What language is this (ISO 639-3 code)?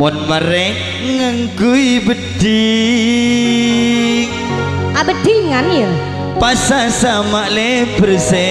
mad